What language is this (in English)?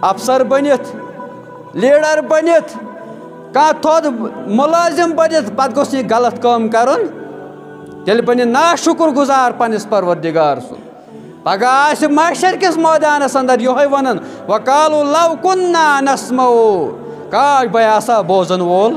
Kashmiri